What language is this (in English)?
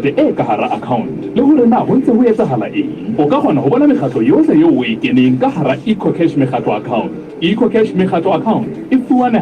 Southern Sotho